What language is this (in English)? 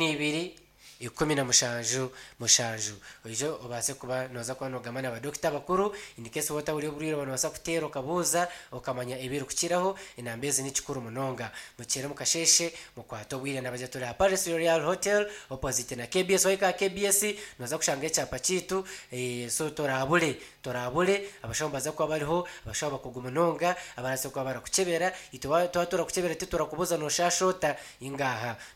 Nyankole